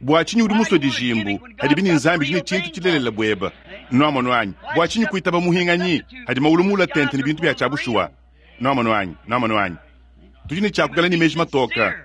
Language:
Luba-Lulua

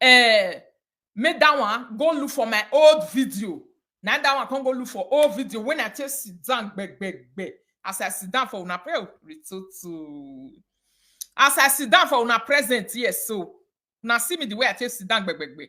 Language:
Nigerian Pidgin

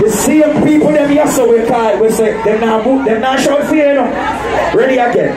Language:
Jamaican Creole English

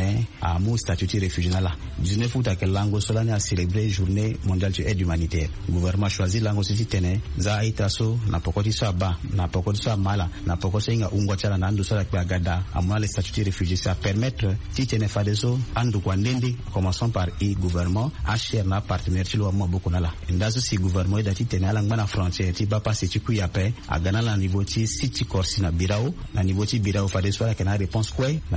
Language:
Sango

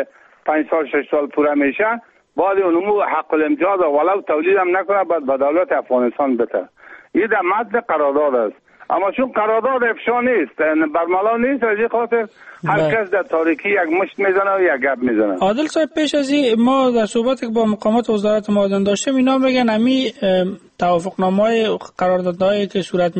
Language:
Persian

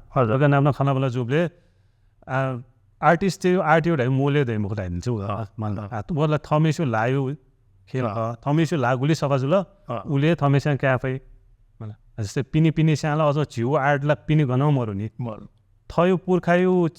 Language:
Newari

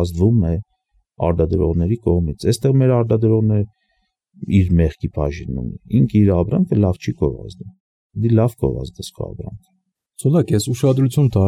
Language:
Armenian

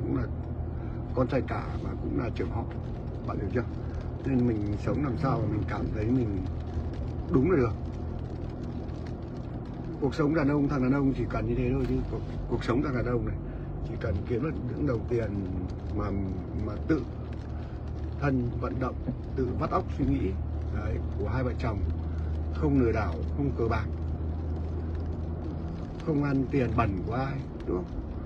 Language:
Vietnamese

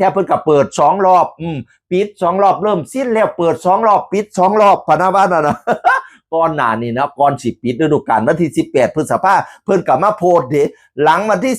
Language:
Northeastern Thai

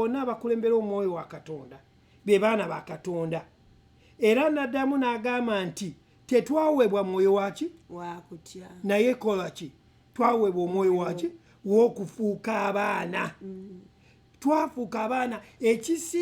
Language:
Ganda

